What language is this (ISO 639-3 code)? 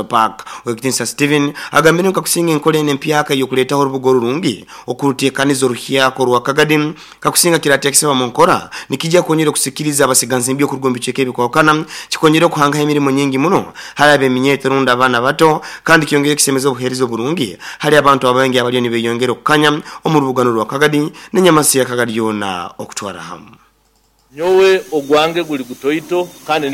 nyo